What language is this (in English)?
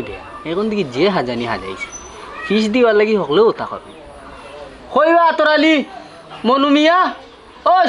Sylheti